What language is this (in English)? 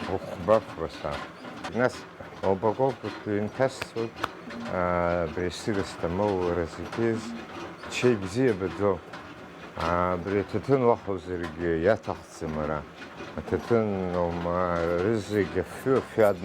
Abkhazian